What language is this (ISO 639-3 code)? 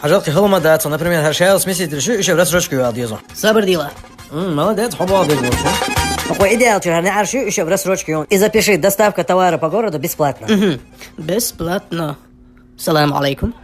che